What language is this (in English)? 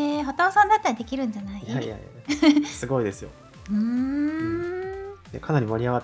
Japanese